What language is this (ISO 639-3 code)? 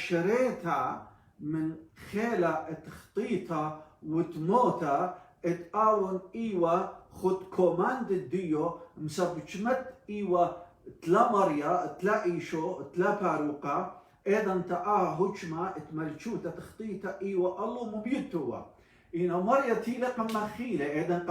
aii